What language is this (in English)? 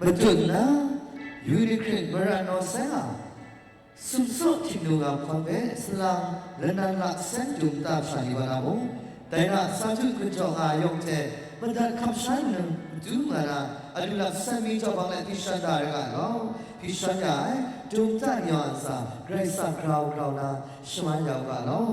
Kachin